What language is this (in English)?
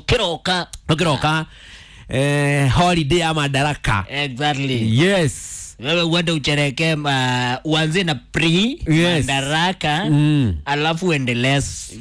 Kikuyu